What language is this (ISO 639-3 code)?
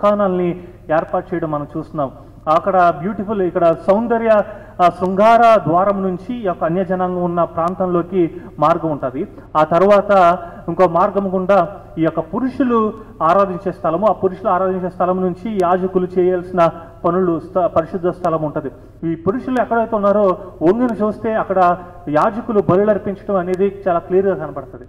tel